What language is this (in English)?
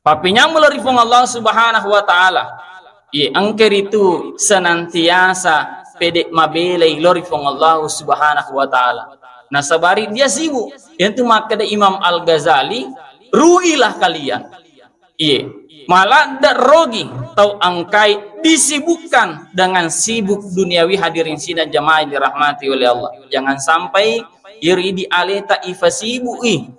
Buginese